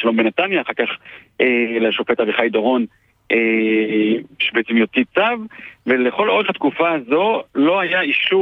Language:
Hebrew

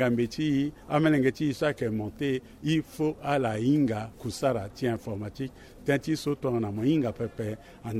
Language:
Sango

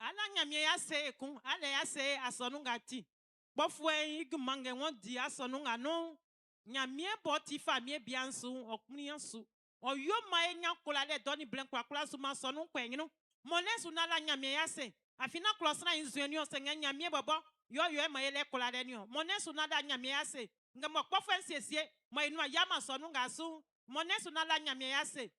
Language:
Baoulé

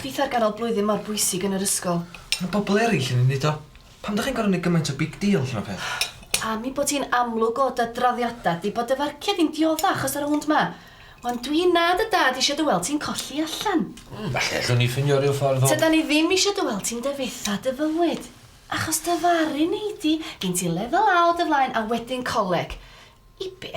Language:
Welsh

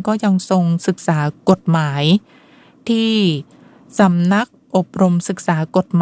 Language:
Thai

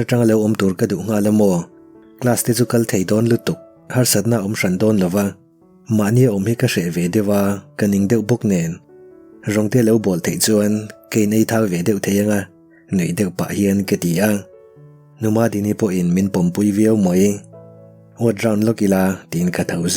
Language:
Mizo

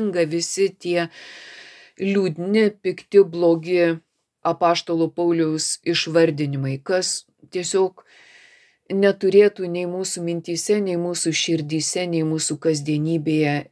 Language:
Lithuanian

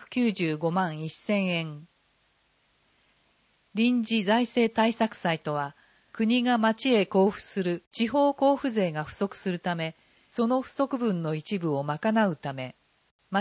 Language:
Japanese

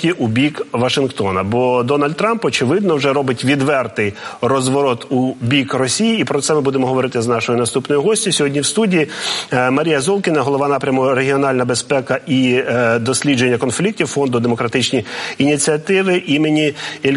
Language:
Ukrainian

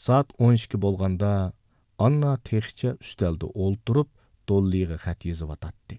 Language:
Uyghur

